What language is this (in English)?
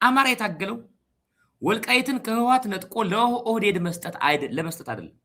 Amharic